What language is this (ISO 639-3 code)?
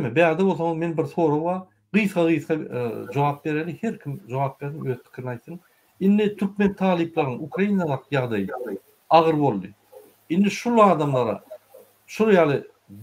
tuk